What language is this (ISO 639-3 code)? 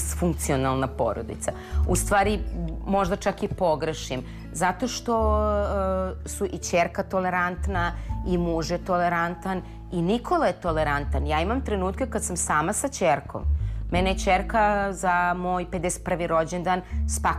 srp